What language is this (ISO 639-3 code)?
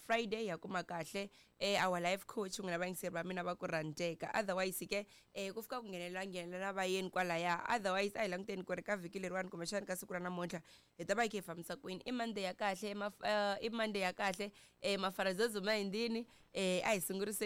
tso